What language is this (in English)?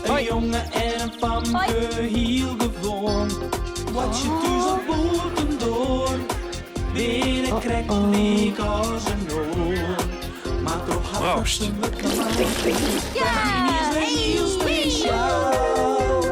Western Frisian